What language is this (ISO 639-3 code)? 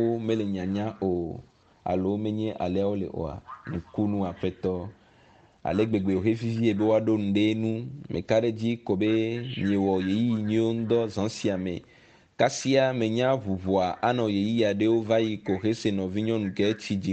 ewe